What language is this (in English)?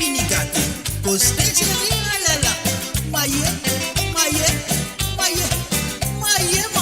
Morisyen